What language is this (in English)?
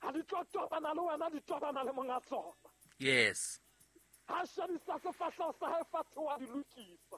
Southern Sotho